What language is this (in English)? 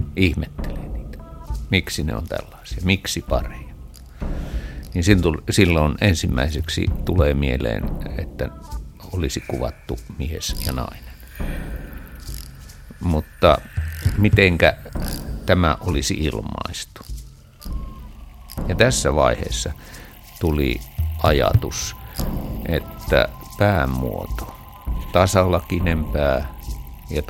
Finnish